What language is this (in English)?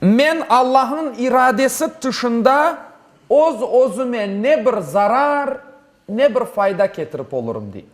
Crimean Tatar